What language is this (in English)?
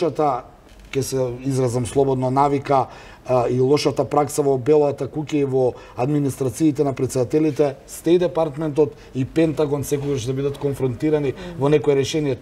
Macedonian